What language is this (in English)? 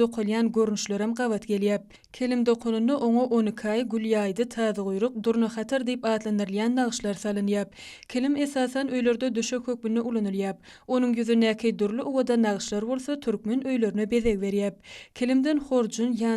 Turkmen